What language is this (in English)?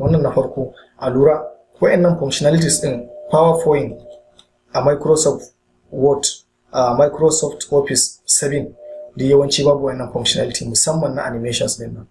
Hausa